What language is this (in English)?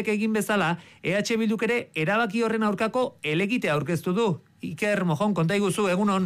Basque